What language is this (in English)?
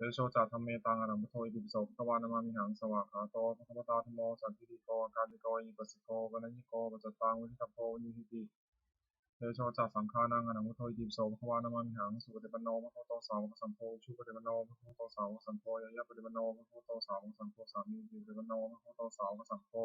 Pali